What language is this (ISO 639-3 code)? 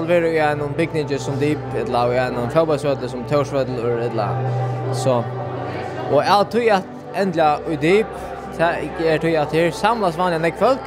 fao